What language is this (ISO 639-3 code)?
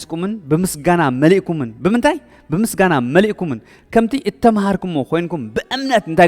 tir